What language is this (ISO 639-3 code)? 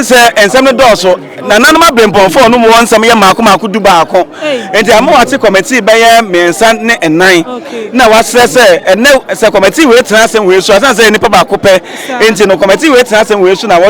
aka